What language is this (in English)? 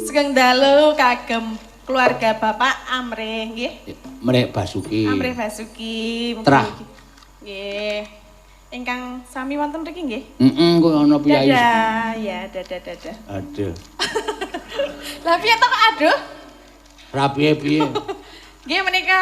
Javanese